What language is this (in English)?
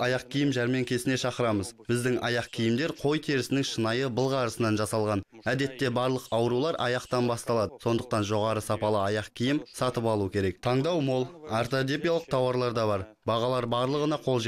Kazakh